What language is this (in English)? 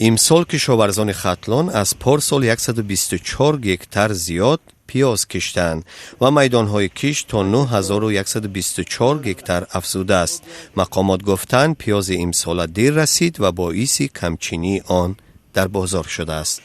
Tajik